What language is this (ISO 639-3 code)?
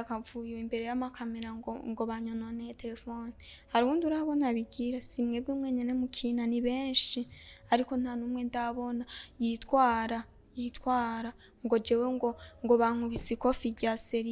run